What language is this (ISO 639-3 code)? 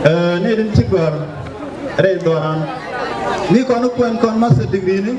nus